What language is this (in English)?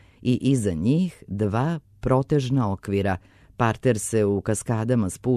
Serbian